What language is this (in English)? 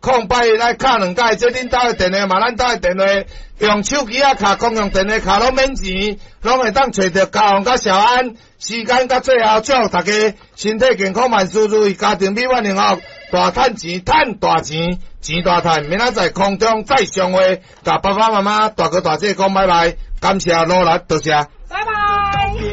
Min Nan Chinese